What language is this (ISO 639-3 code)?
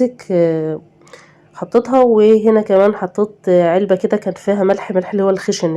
arz